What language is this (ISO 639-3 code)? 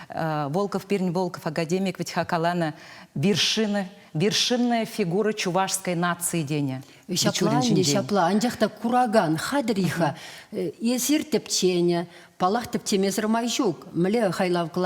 chv